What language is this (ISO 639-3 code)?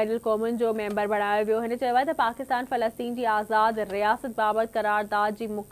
snd